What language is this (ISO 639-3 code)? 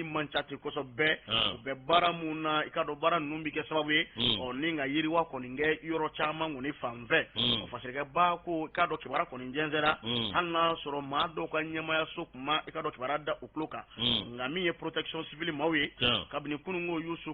bam